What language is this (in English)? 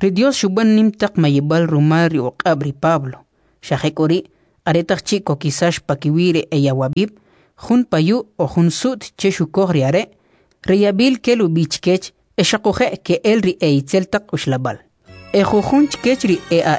Kʼicheʼ